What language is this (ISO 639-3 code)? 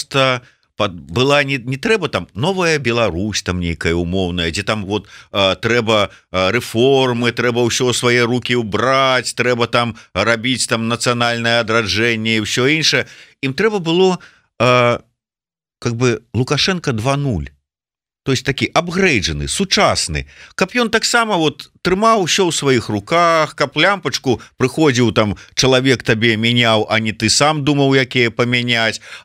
bel